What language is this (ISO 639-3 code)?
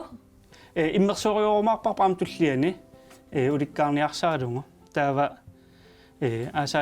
kal